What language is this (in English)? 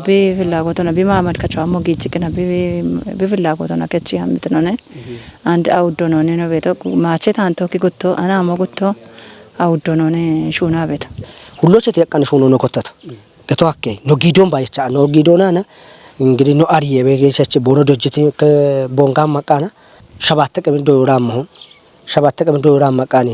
Kafa